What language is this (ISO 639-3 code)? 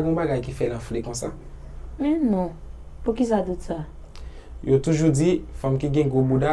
hat